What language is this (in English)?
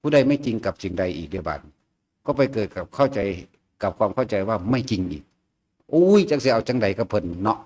Northeastern Thai